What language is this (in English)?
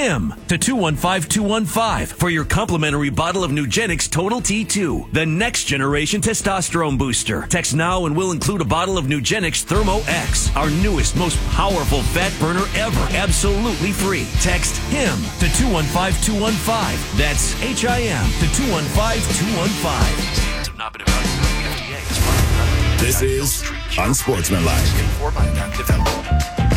English